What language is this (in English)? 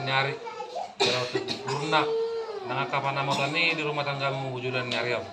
Batak Toba